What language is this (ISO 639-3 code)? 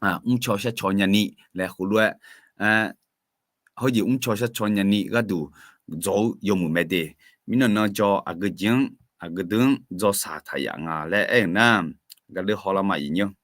ahk